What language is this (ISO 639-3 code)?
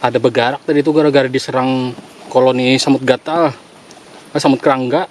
bjn